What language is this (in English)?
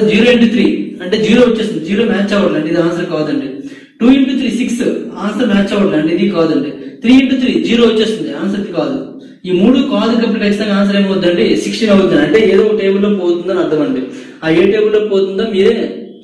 Telugu